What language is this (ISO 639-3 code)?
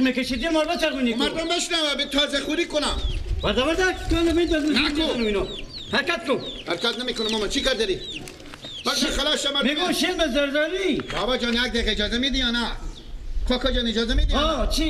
fas